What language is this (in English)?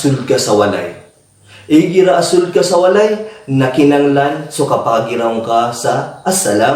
Maranao